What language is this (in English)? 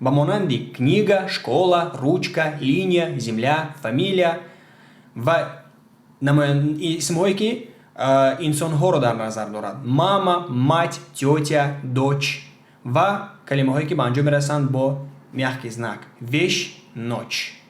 Tajik